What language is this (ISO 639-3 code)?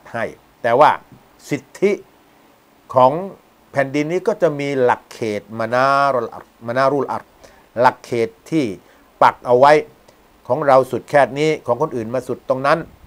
tha